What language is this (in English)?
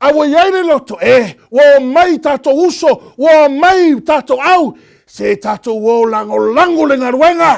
Samoan